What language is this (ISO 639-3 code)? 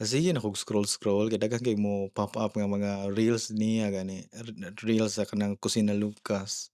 ceb